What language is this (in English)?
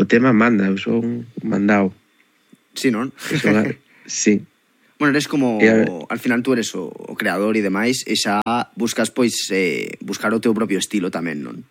Galician